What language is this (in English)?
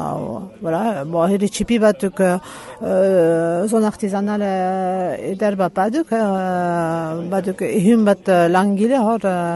Basque